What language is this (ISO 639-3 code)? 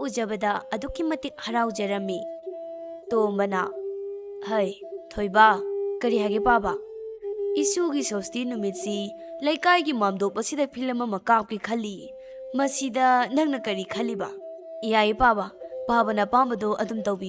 mni